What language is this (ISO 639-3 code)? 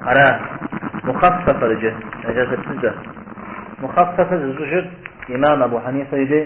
kbd